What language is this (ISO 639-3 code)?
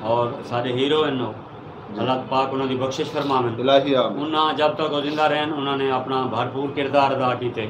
skr